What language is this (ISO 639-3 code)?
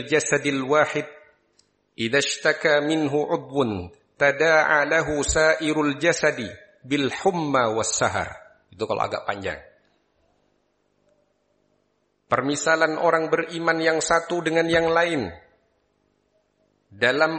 ind